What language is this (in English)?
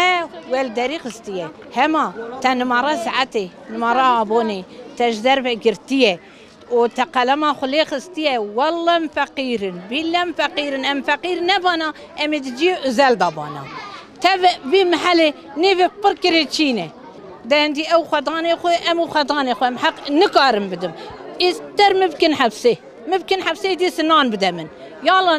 Kurdish